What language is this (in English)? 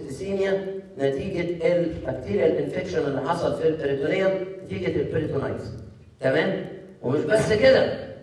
Egyptian Arabic